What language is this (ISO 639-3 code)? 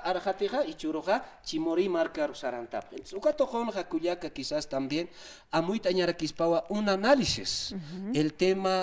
aym